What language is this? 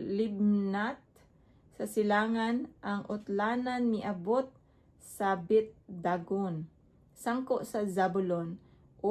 Cebuano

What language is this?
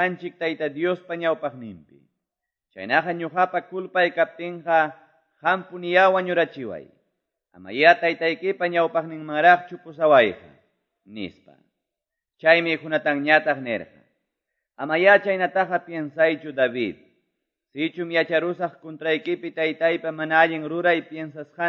Quechua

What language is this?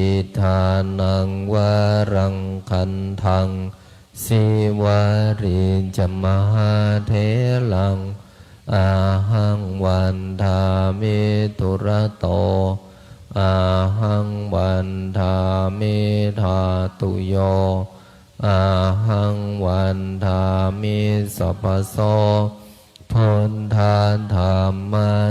Pali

